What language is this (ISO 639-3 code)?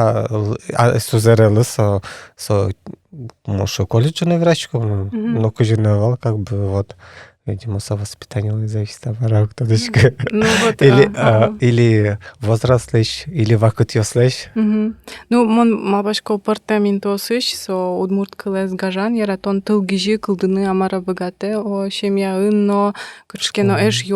udm